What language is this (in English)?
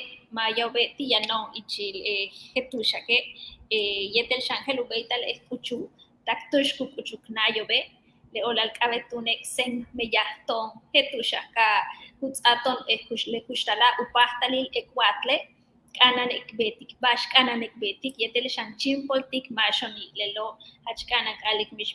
Yucateco